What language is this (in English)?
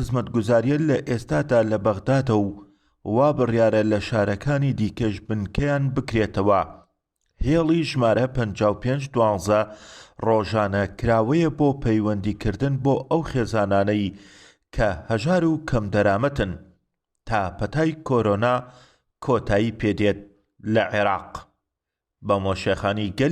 Central Kurdish